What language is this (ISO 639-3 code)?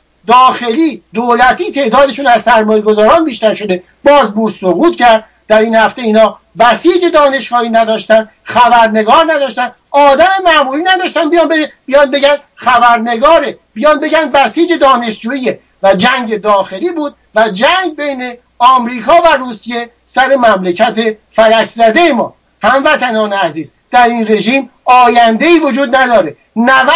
fas